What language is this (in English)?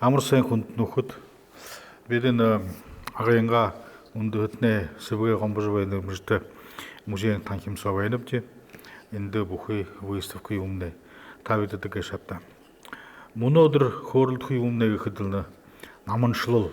Buriat